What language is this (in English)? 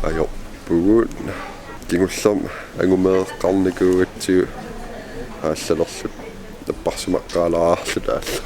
Kalaallisut